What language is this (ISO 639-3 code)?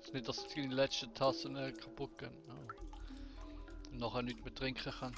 gsw